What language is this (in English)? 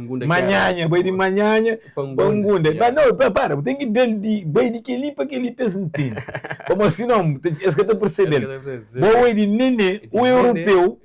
Kabuverdianu